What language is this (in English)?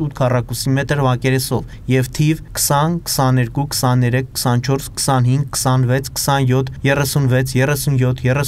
Armenian